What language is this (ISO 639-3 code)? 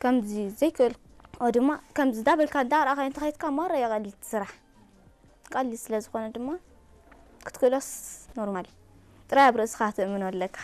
tir